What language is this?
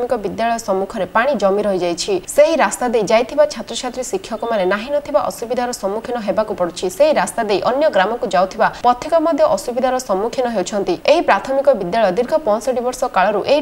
Odia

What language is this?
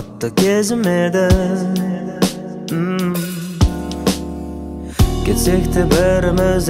Kazakh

